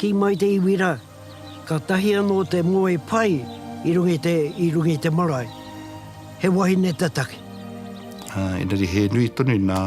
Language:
Māori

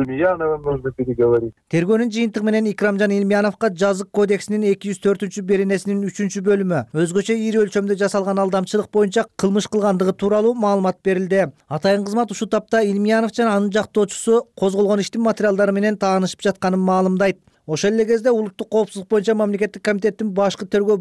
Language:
Kyrgyz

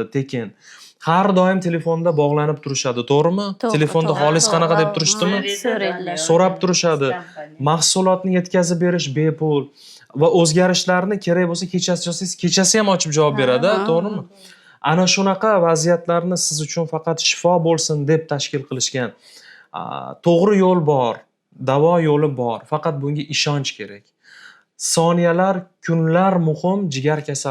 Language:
Uzbek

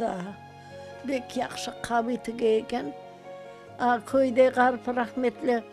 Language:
Crimean Tatar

